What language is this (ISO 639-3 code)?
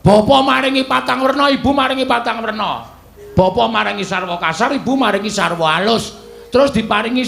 jav